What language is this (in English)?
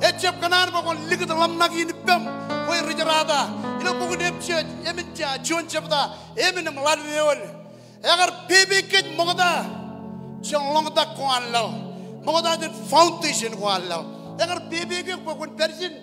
Marshallese